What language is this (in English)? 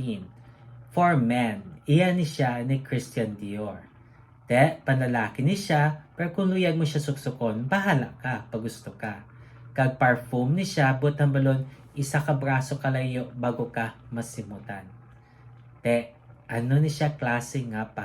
Hiligaynon